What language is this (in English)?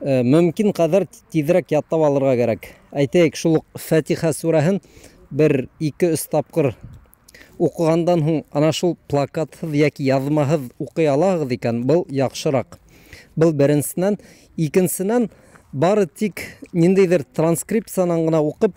Bashkir